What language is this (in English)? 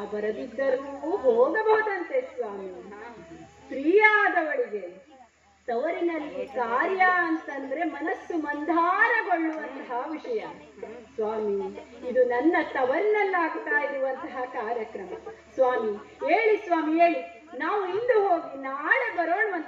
Kannada